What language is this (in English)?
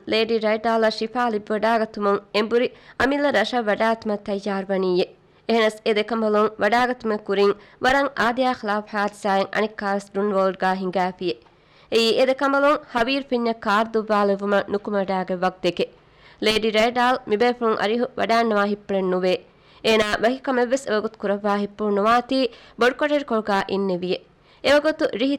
Divehi